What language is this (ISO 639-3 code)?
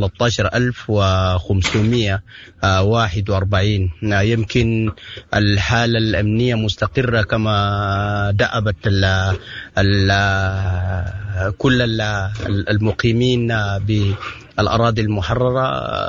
apd